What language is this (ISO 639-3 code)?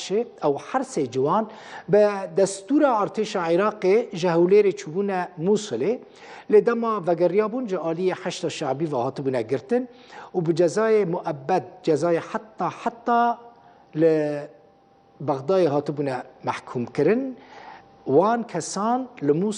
kur